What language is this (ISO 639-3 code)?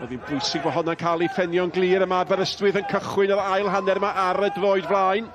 cym